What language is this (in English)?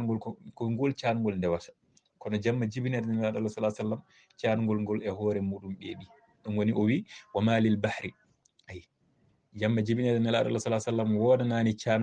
Fula